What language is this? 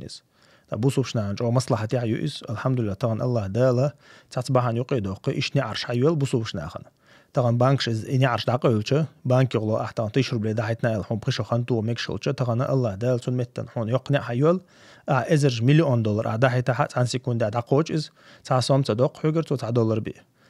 Chechen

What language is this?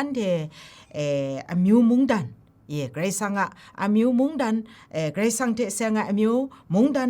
Kachin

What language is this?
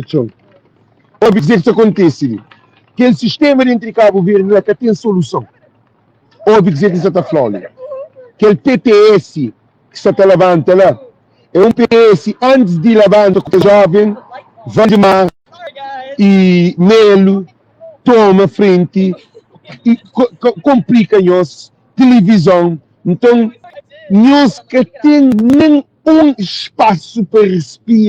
Kabuverdianu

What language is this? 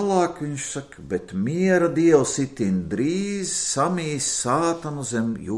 Latvian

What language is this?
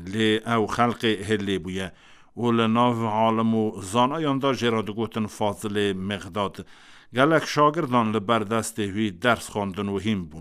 Kurdish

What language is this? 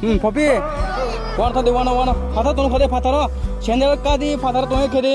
Riang (India)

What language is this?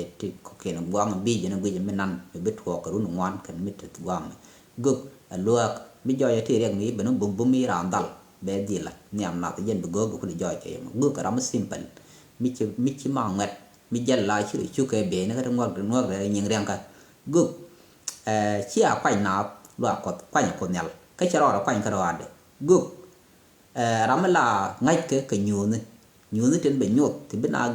Nuer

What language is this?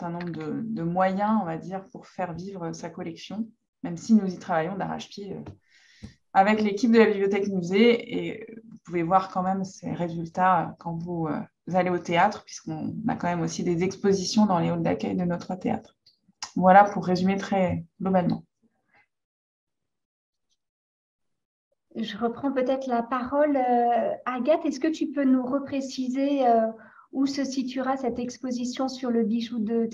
French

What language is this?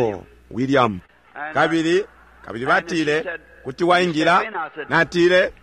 Bemba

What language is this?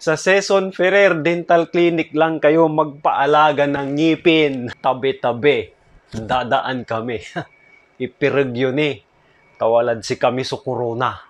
Pangasinan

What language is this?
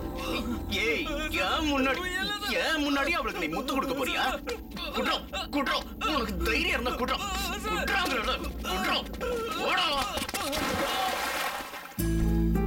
Tamil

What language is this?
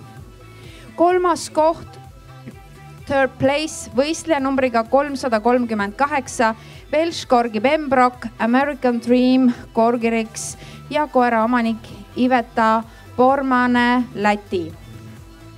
Estonian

